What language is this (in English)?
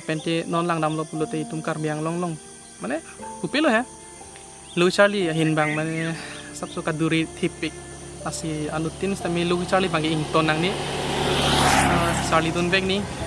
Karbi